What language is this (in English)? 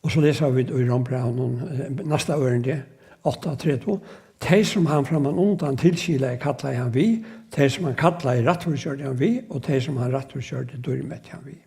Faroese